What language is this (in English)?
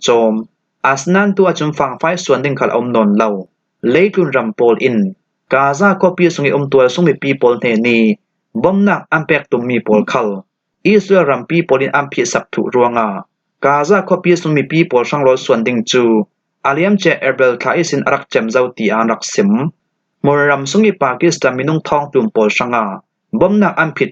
Falam Chin